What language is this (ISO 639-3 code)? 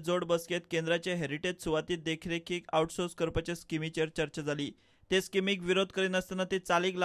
kok